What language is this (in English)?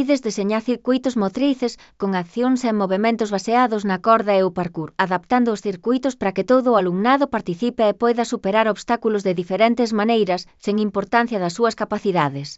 Galician